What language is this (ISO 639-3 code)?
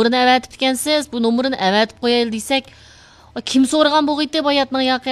uig